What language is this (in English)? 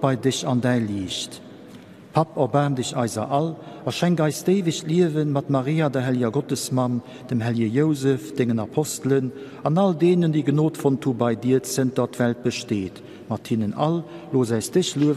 Luxembourgish